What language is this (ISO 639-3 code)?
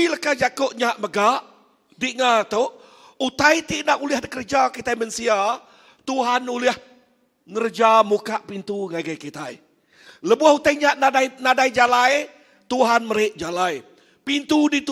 iba